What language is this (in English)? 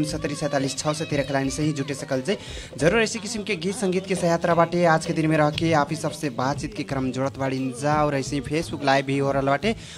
Bhojpuri